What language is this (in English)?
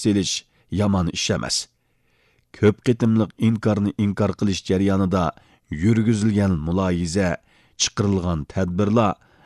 Uyghur